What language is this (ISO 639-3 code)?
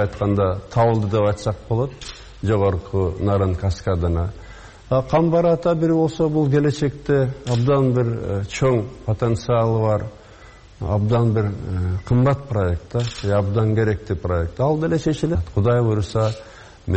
kir